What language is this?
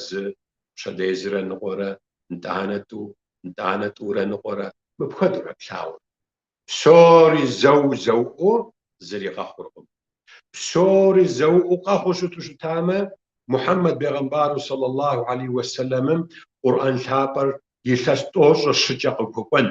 Kabardian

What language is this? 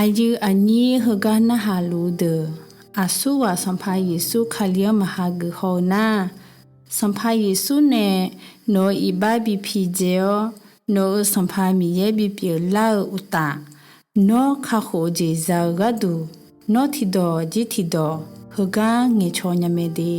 Akha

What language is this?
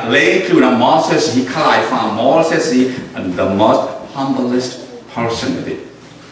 Falam Chin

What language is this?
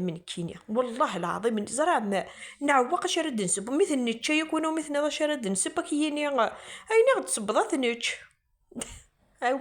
Kabyle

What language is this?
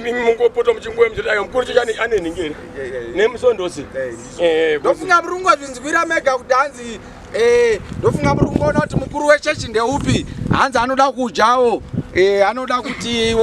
Shona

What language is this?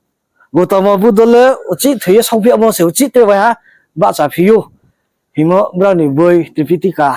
Riang (India)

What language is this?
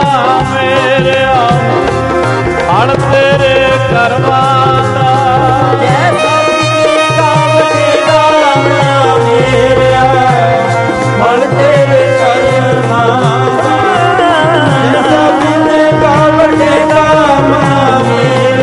Punjabi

